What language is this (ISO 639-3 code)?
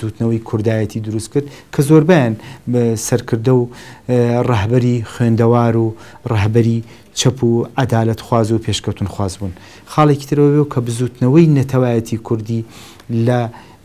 ckb